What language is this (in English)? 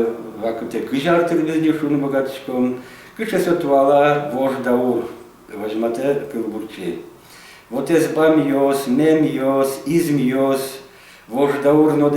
Udmurt